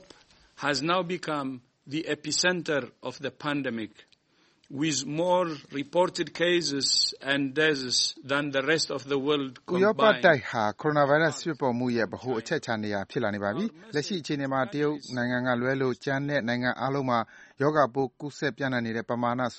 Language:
Burmese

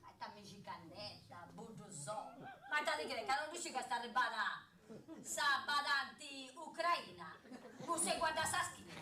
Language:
Sardinian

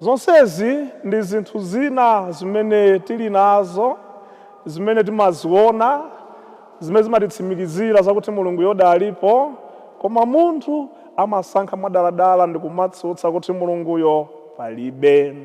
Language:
Nyanja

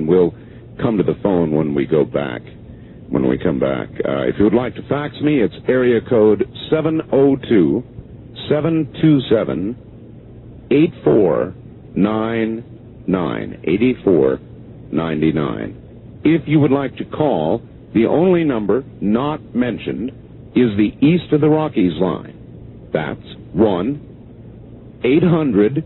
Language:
English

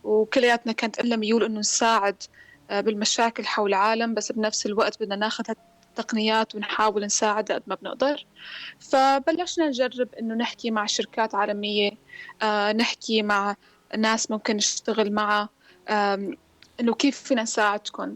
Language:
North Levantine Arabic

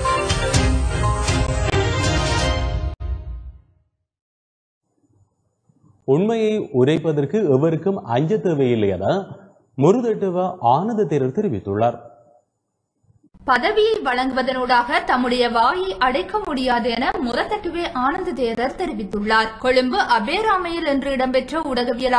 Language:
Tamil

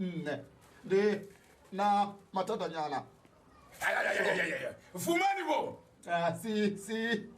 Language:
Venda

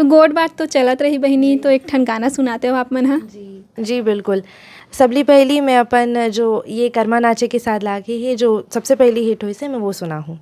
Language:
Chhattisgarhi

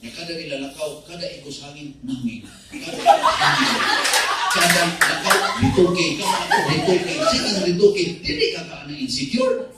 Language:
Cebuano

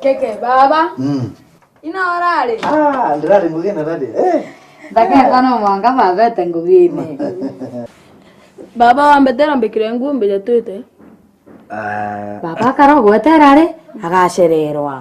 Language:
Meru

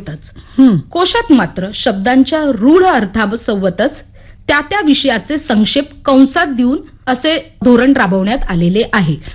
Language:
Marathi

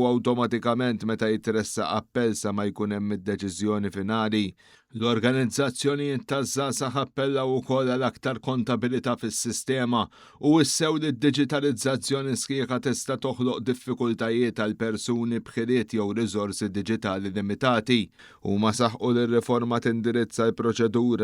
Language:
Maltese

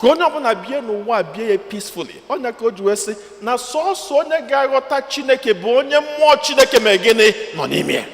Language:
Igbo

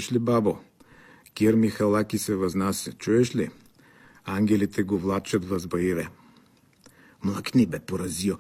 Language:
Bulgarian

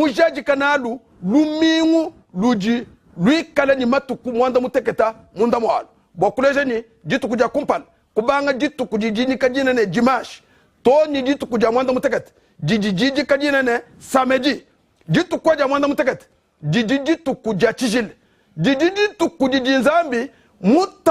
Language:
Luba-Lulua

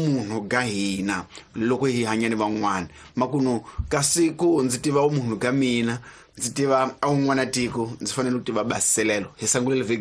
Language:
Tsonga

